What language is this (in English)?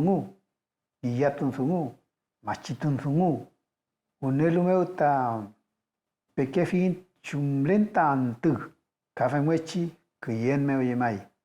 Mapuche